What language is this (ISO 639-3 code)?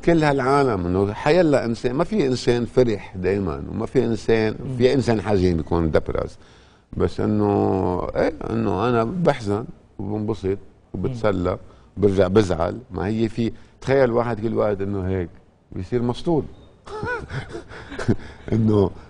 apc